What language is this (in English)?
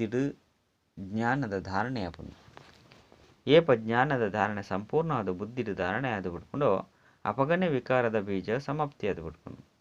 Tulu